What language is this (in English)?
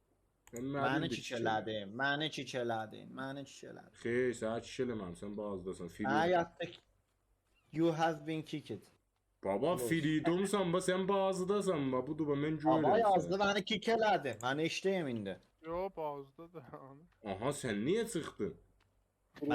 South Azerbaijani